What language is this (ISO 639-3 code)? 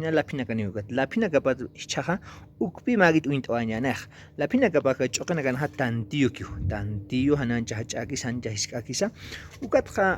aym